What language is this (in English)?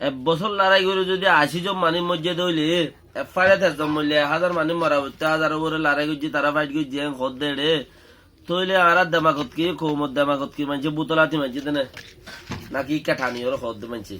Rohingya